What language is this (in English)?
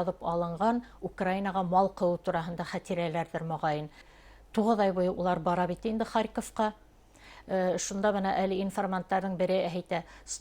Bashkir